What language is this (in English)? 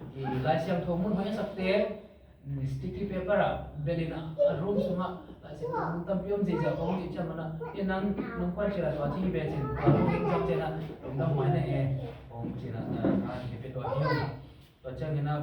Tedim Chin